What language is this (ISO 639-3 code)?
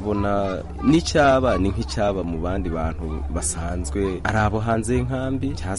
kin